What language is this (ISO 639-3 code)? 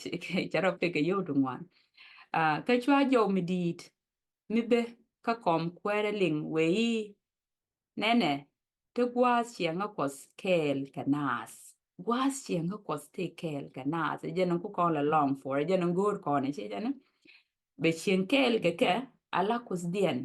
nus